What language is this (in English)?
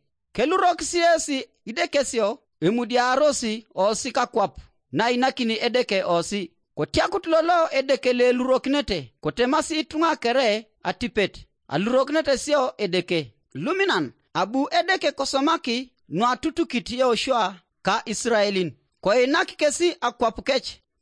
Teso